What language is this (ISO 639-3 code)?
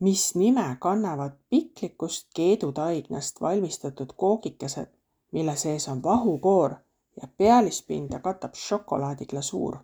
est